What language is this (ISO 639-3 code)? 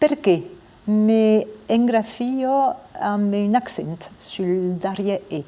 oci